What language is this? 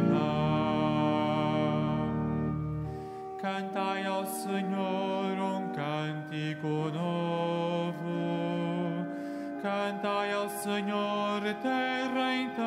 Portuguese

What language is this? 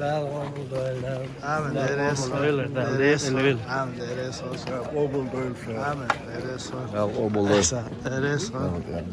Chechen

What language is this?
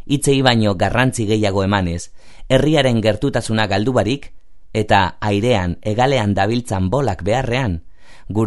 Basque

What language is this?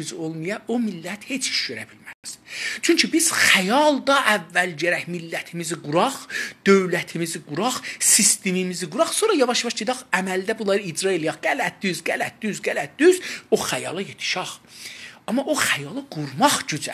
South Azerbaijani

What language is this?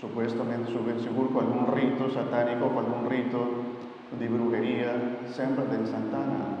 Papiamento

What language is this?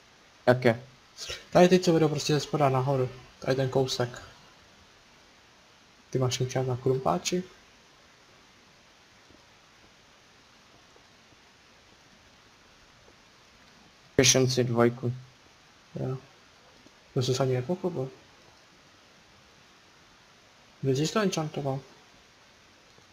Czech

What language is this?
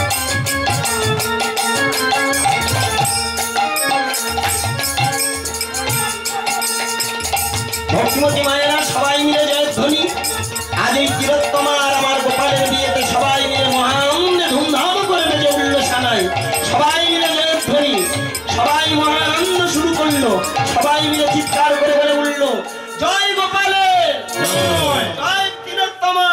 Bangla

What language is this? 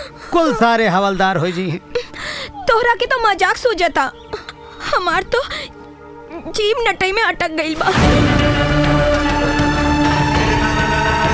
Bhojpuri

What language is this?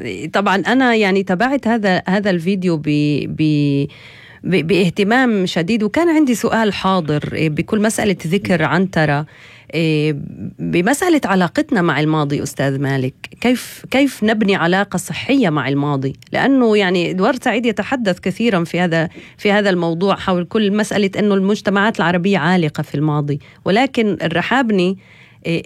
North Levantine Arabic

